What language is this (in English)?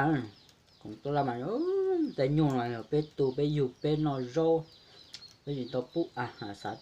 Hmong